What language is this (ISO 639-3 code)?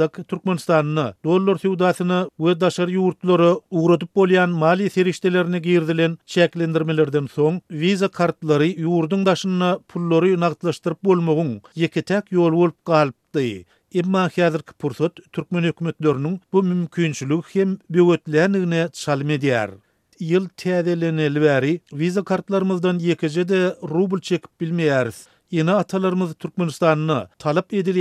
tuk